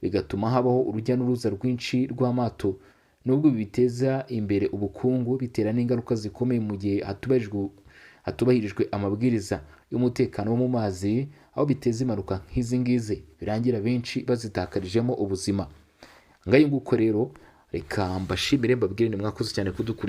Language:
Kinyarwanda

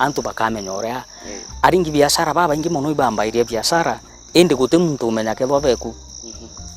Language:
Meru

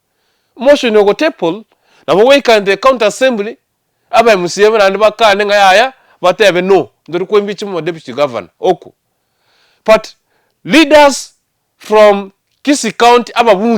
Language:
Gusii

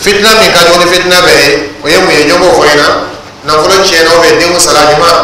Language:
Dyula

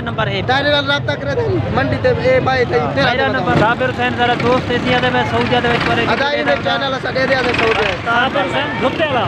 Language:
Saraiki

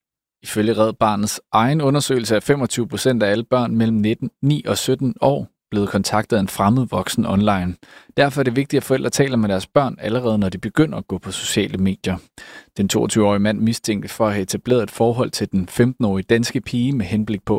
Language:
Danish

